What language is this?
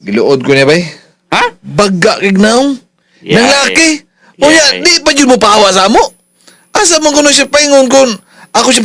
Cebuano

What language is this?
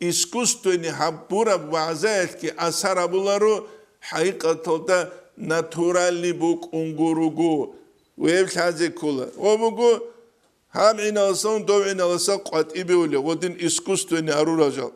Avaric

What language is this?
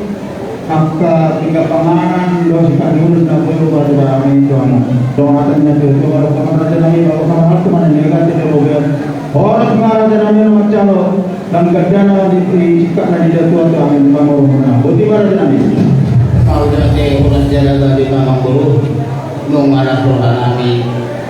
Batak Toba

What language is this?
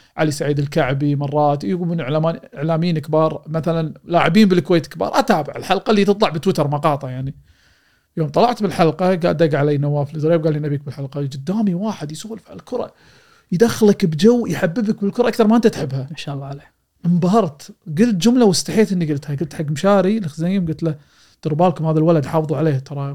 Gulf Arabic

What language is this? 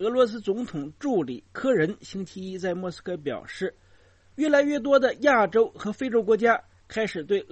Chinese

